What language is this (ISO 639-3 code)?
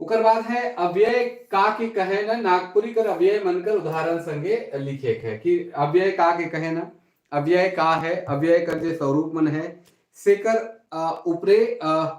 sck